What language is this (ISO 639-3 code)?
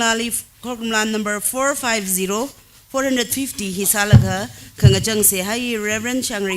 nmf